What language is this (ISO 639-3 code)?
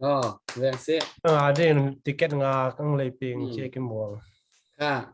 cnh